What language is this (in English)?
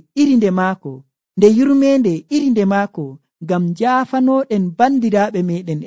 Nigerian Fulfulde